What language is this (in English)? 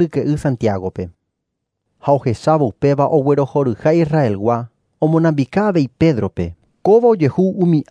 Guarani